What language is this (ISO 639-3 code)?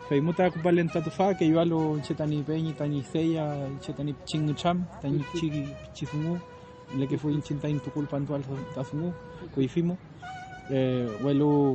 arn